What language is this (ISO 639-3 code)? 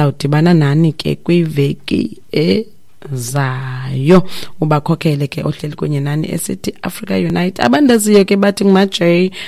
xho